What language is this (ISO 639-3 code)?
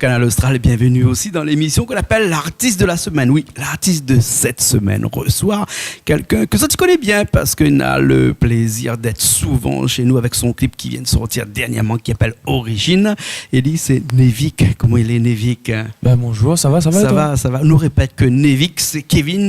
rcf